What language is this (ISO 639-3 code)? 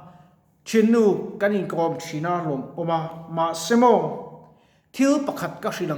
lus